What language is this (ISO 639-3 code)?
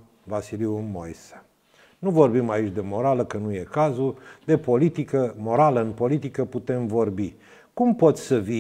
ron